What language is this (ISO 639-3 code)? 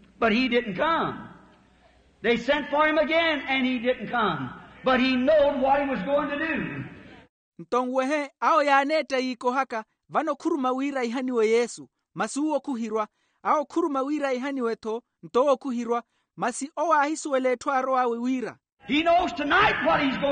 vmw